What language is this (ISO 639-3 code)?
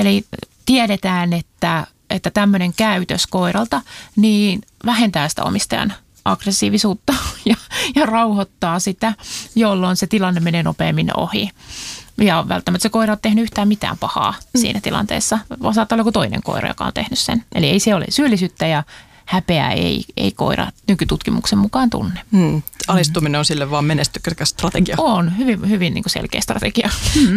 fin